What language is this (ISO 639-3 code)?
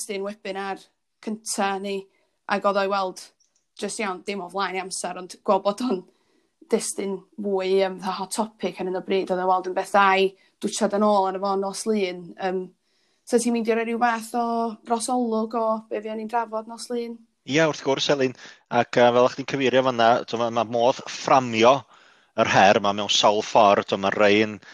cym